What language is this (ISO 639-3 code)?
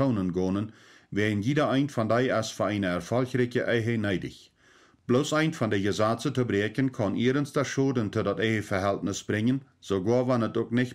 pdt